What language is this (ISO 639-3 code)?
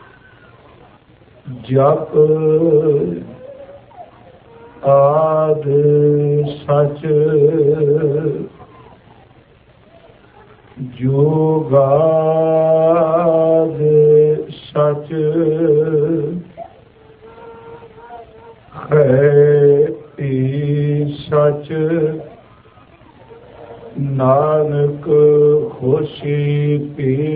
pan